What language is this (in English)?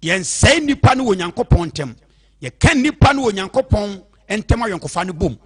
Akan